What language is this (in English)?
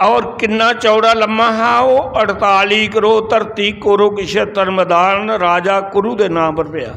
Dogri